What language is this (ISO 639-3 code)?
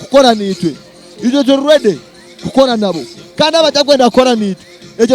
nyn